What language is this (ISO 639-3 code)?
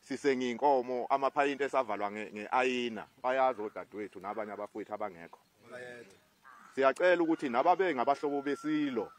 zul